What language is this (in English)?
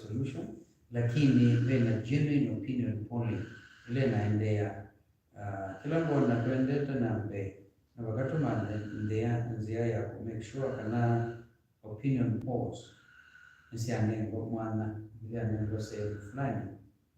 Kamba